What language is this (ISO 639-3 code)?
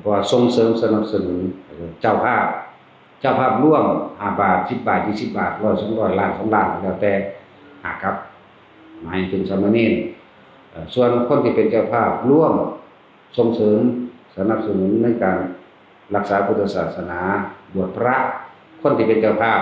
tts